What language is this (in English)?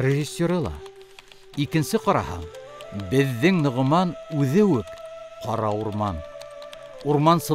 Bashkir